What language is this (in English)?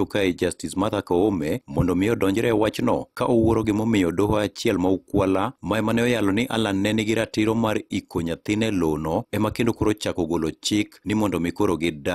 Luo (Kenya and Tanzania)